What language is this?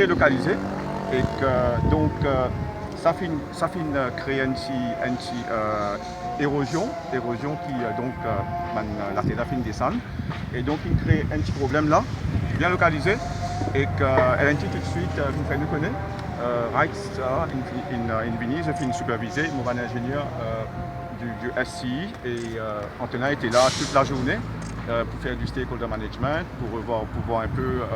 Morisyen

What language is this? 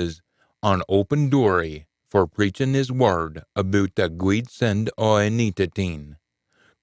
Scots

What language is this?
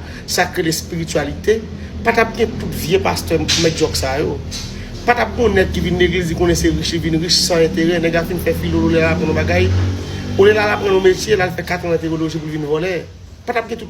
Haitian Creole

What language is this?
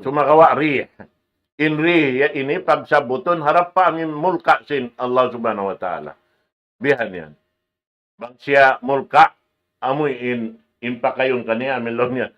Tausug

